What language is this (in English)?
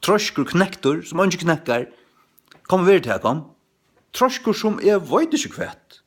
Faroese